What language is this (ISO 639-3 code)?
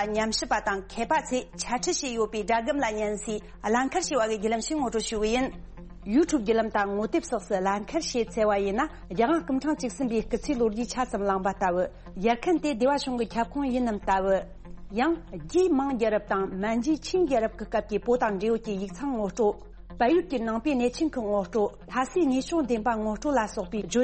bod